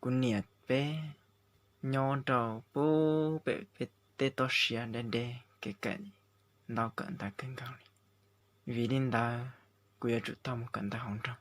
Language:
Hmong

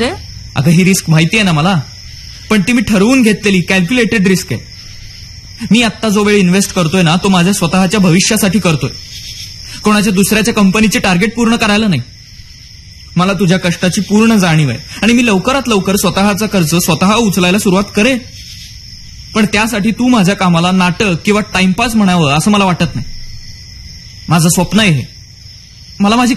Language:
Marathi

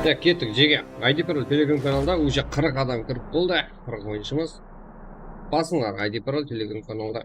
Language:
Kara-Kalpak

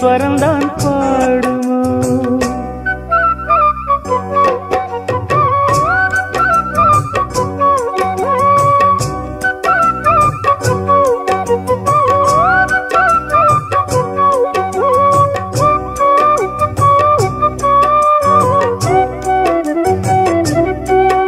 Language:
Tamil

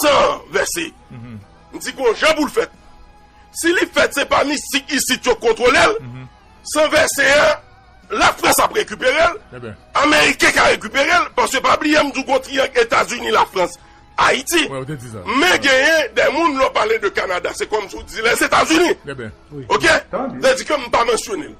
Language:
Haitian Creole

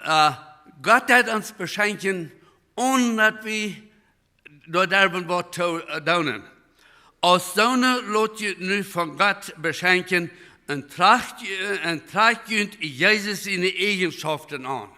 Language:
Plautdietsch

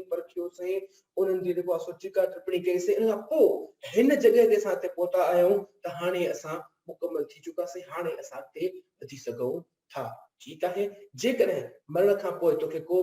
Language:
Sindhi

